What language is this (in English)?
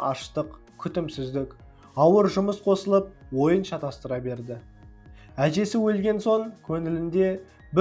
Kazakh